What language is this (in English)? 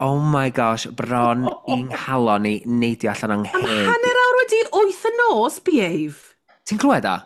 Welsh